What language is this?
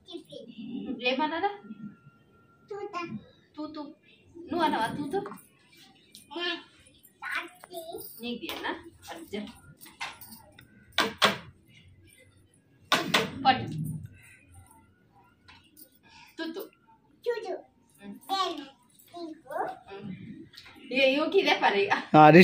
Telugu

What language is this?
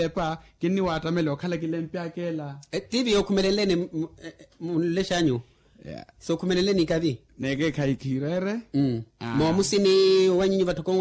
Makhuwa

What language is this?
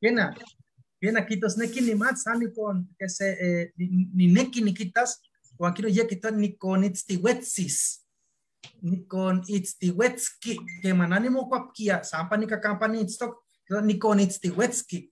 Eastern Huasteca Nahuatl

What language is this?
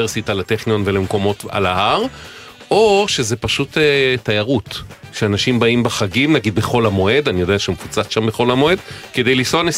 Hebrew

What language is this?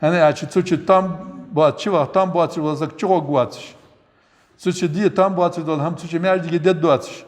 Ingush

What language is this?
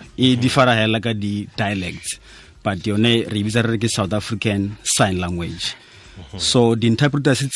Tswana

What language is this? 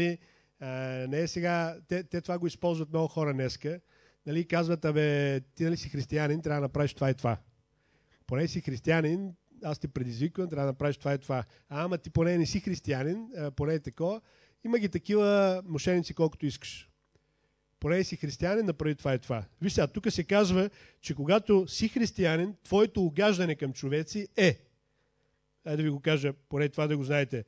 Bulgarian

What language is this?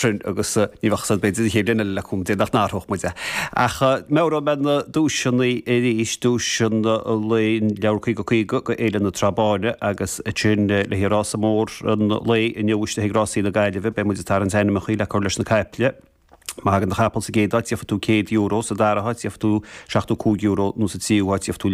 Irish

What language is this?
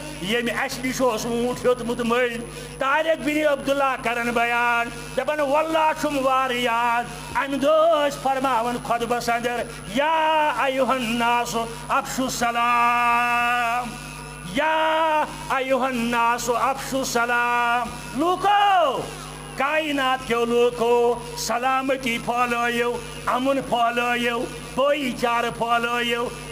Kashmiri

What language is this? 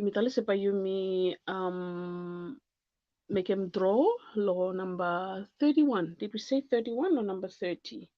Bislama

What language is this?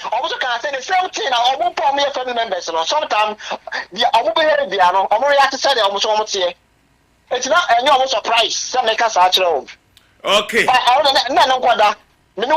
Akan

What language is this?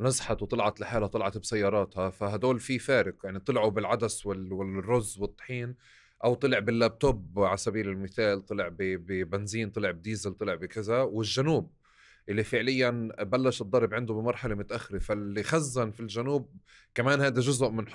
North Levantine Arabic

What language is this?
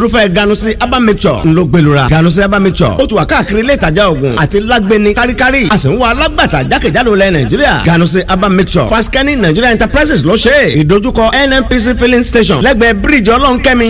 Yoruba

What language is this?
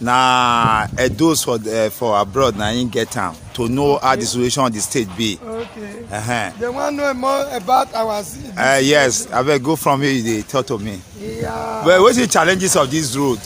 Nigerian Pidgin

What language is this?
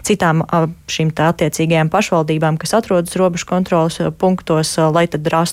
Latvian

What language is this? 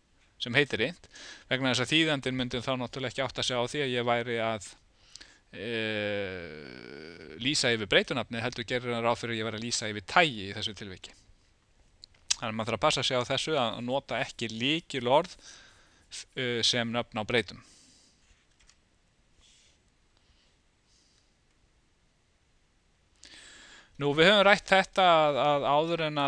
Icelandic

